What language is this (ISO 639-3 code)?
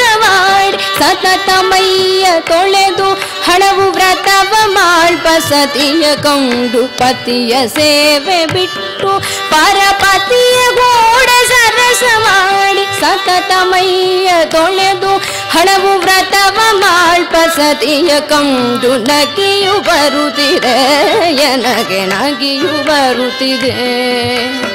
kan